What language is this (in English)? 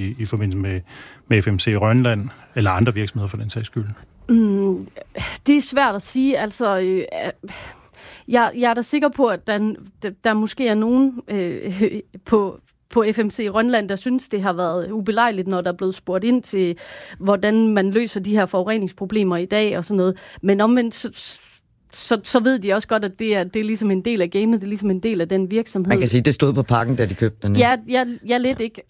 Danish